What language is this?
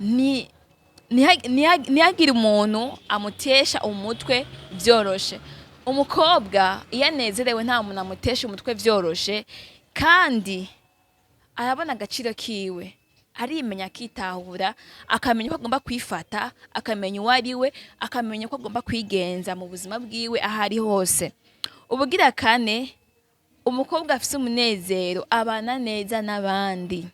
Rundi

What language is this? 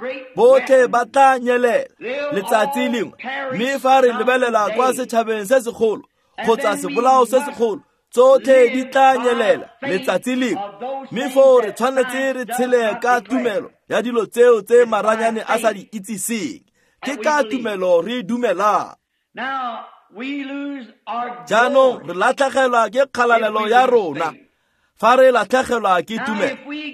Tswana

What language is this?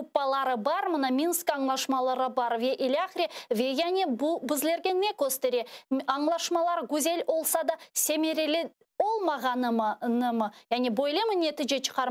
Crimean Tatar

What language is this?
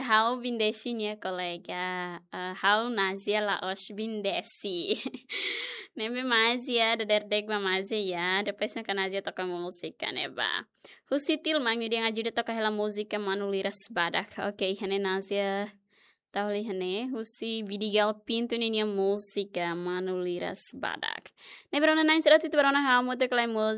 Tetum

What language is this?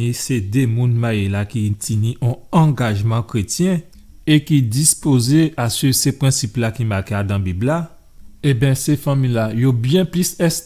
Guadeloupean Creole French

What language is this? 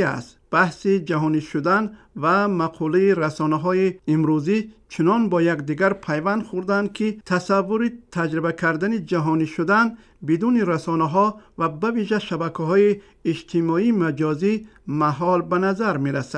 Persian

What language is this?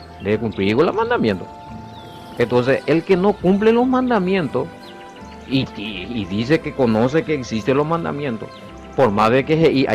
Guarani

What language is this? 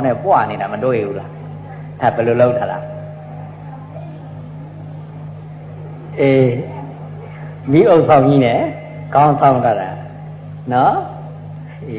Burmese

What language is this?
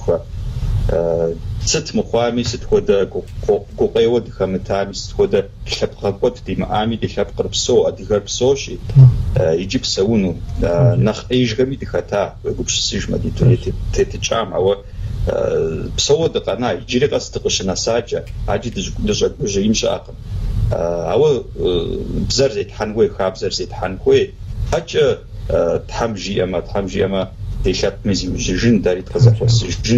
Kabardian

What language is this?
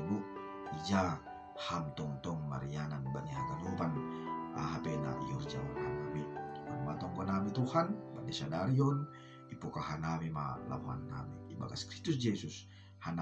Batak Simalungun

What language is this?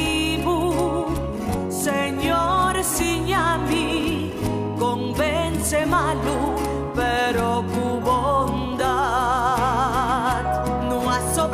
Papiamento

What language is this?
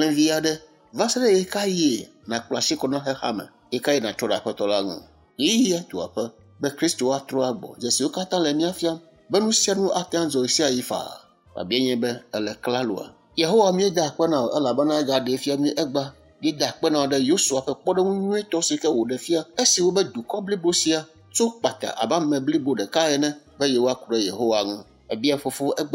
Ewe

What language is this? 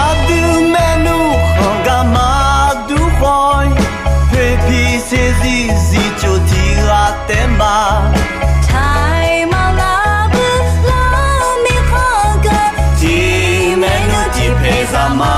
Akha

